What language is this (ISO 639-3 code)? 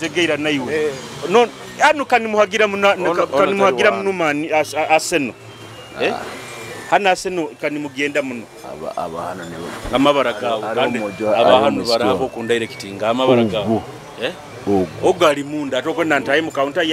nyo